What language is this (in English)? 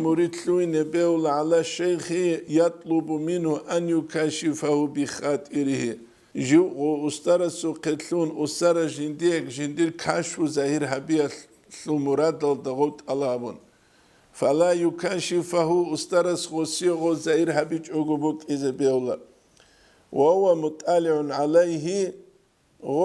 Avaric